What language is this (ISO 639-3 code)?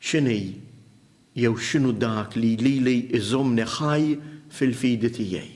mlt